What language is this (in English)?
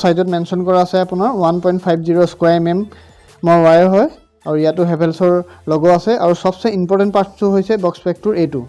Assamese